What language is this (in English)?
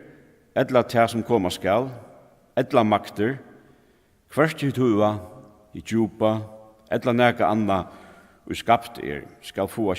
Faroese